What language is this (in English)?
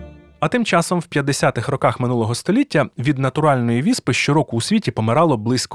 Ukrainian